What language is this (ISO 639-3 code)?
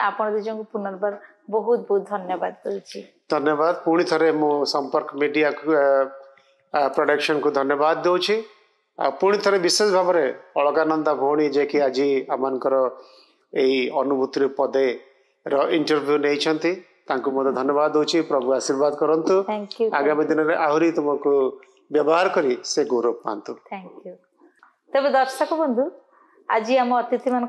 ori